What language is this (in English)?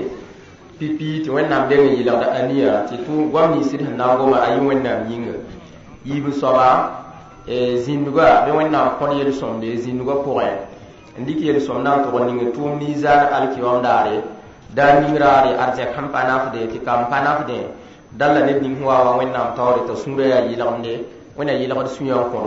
Mossi